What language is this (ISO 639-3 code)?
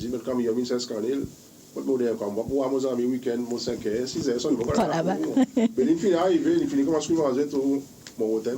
crs